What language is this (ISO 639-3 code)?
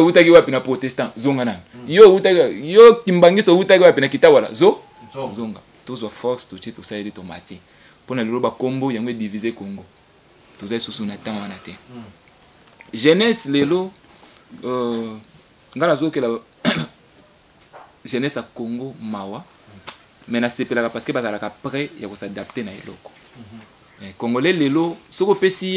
lin